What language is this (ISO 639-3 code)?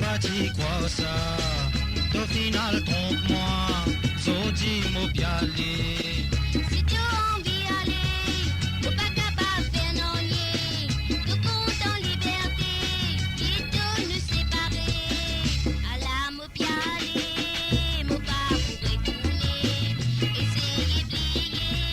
mfe